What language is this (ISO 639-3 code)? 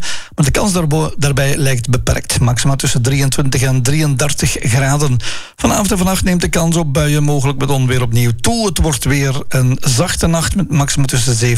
nld